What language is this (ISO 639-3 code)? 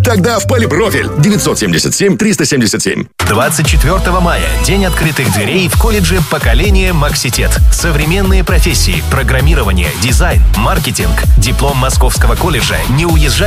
rus